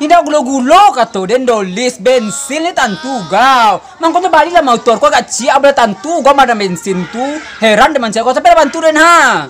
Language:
Minangkabau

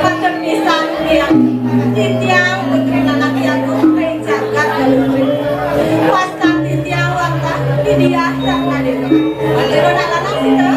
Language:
Balinese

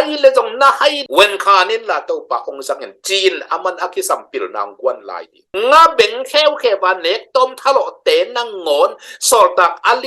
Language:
Tedim Chin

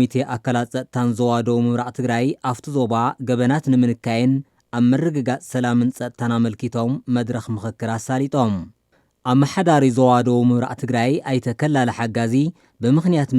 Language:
Tigrinya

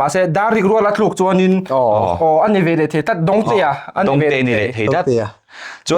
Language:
Mizo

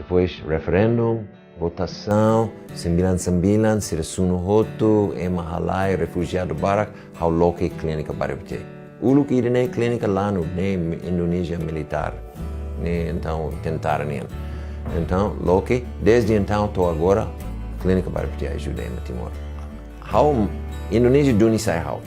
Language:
Tetum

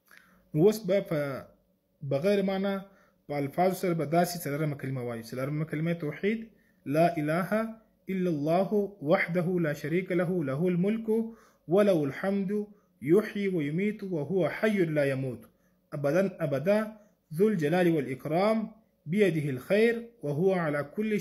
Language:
Pashto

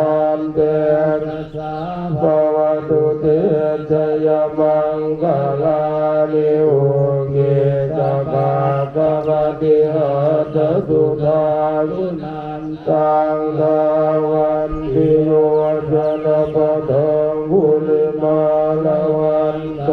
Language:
Pali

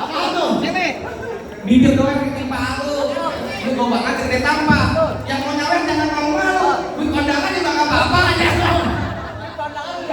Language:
Betawi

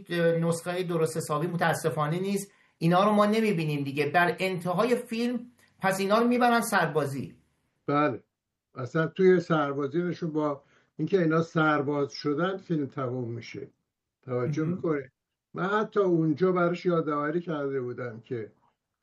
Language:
Persian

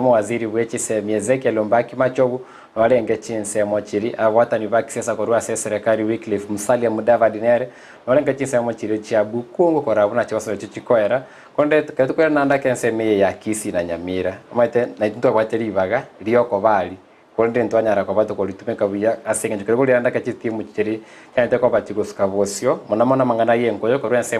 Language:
Gusii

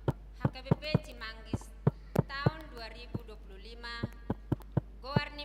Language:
Batak Toba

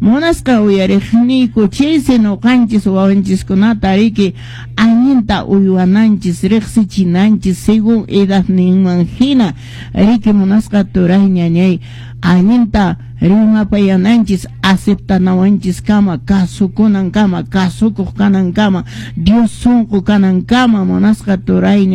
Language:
Quechua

